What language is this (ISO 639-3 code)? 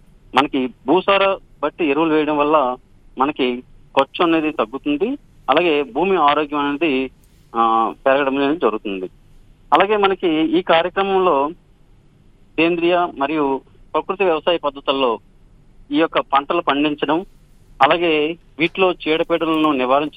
tel